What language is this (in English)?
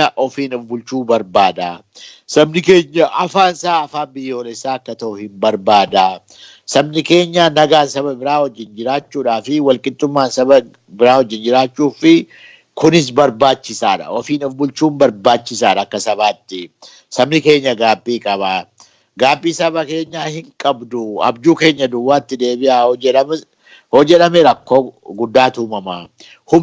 Oromo